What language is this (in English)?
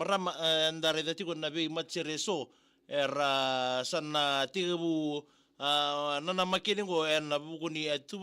Fijian